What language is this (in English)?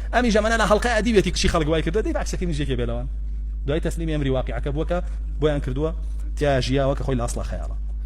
Central Kurdish